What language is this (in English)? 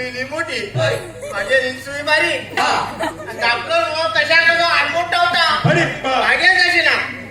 Konkani